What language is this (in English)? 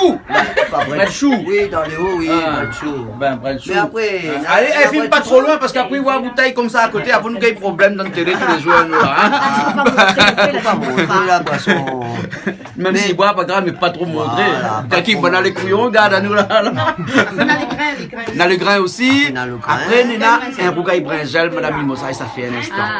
Réunion Creole French